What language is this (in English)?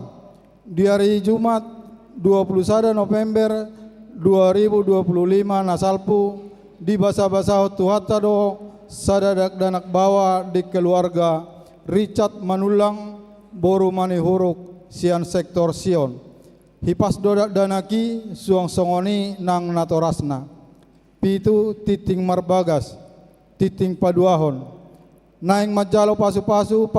Batak Toba